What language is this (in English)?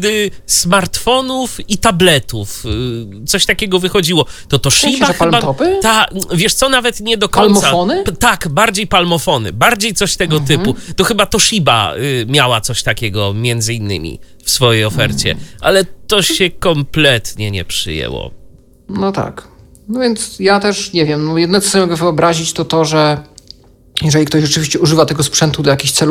Polish